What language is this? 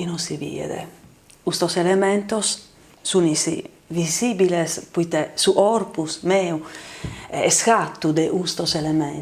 Sardinian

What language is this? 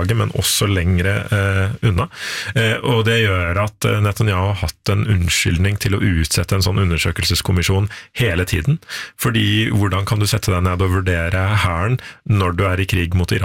Norwegian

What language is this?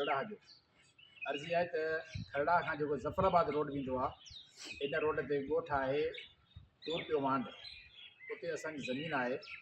Sindhi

